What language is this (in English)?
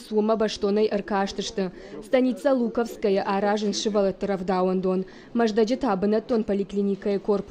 Ossetic